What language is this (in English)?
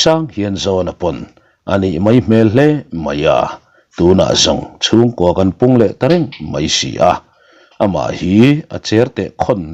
Mizo